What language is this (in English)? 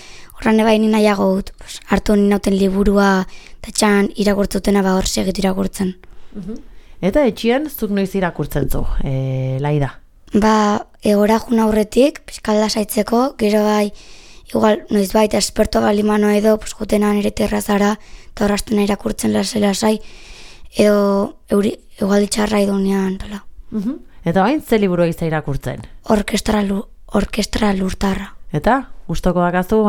Basque